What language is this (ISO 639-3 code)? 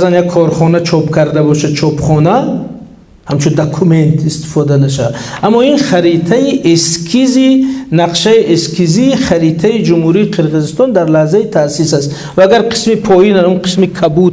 tgk